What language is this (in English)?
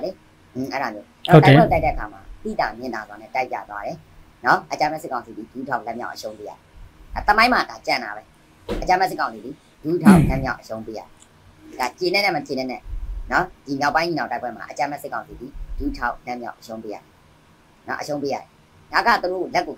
Burmese